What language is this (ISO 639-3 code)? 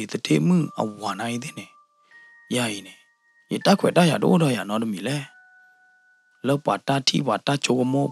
ksw